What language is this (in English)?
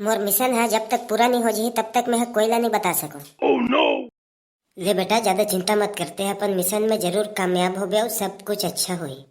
Chhattisgarhi